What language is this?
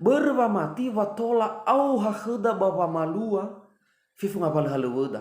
Nias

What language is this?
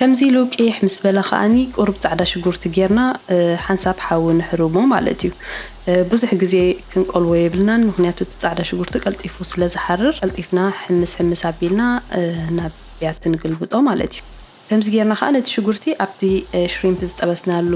Tigrinya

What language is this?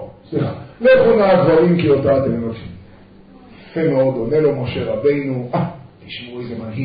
Hebrew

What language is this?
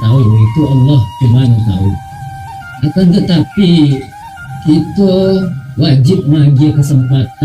Minangkabau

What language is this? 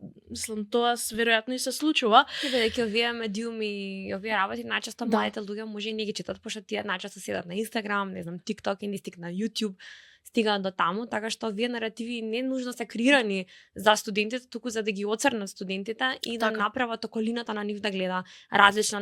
Macedonian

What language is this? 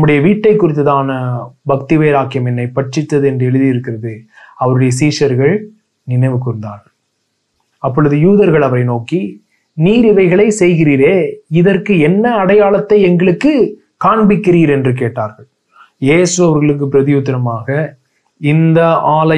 Tamil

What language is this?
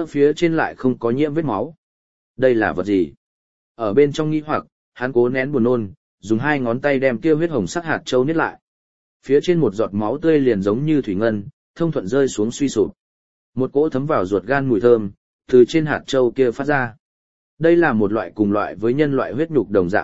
Vietnamese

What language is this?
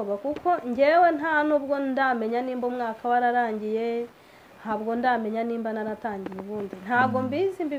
Kinyarwanda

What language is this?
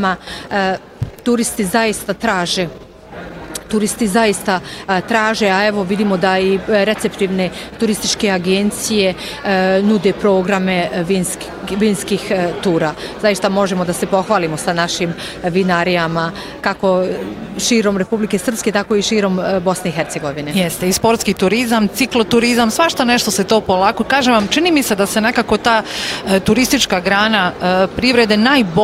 Bosnian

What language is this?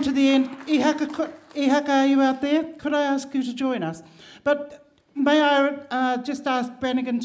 Māori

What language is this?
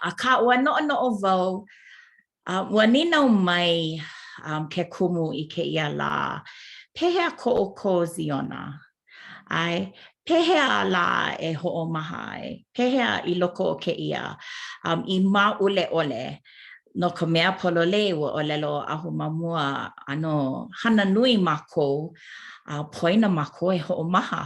Hawaiian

